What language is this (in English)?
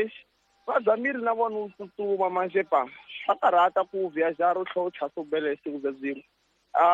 Tsonga